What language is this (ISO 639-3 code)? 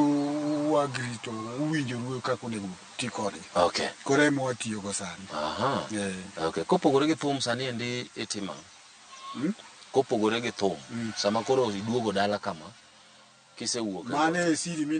luo